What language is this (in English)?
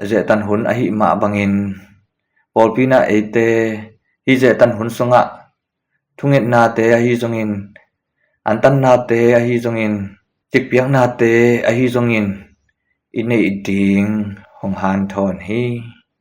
Tedim Chin